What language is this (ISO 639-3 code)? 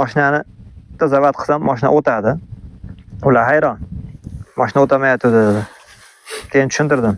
uzb